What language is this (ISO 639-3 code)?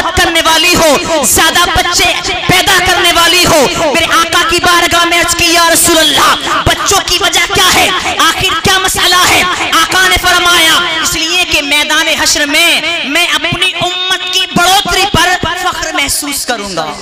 urd